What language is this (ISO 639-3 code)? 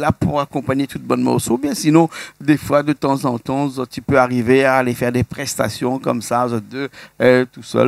rcf